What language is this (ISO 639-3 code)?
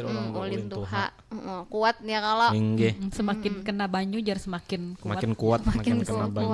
bjn